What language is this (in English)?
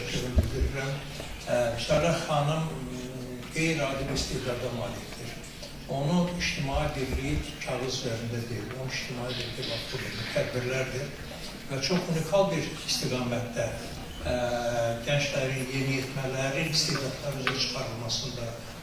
Azerbaijani